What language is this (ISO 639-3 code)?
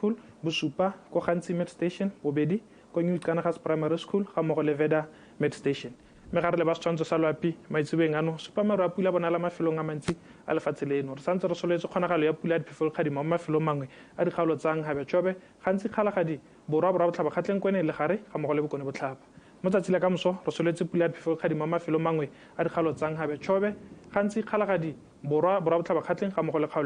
tsn